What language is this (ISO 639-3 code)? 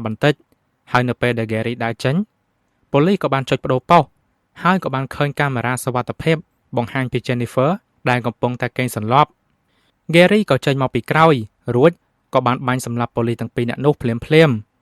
khm